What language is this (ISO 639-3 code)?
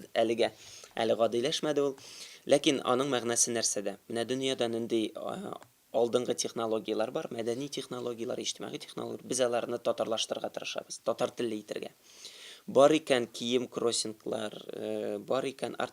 tat